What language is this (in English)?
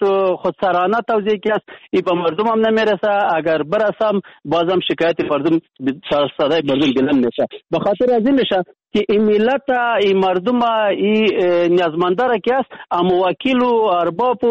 Persian